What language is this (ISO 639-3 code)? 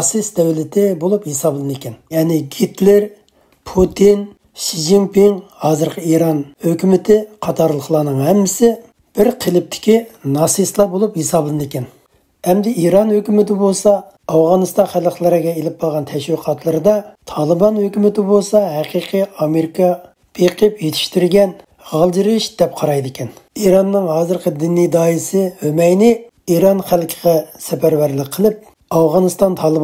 uig